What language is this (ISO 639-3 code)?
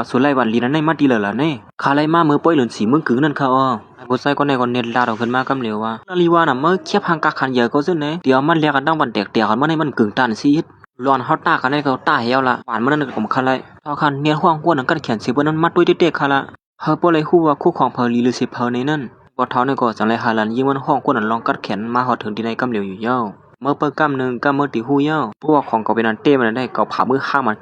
shn